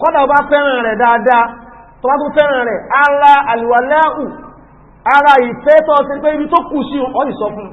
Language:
Yoruba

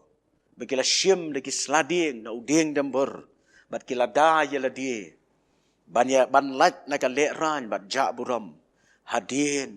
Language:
Khasi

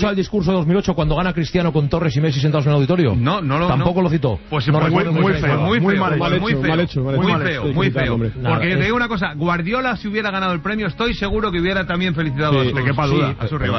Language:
Spanish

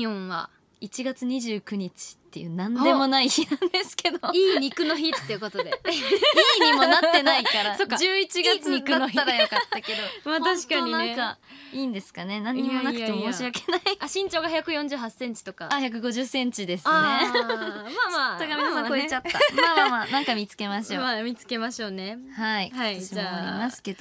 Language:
Japanese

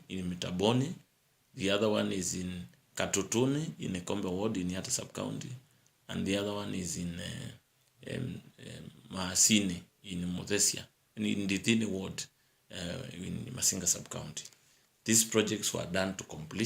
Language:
Kamba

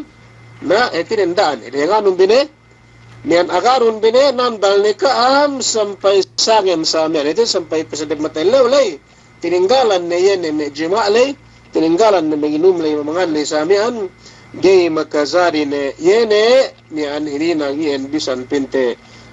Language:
Yakan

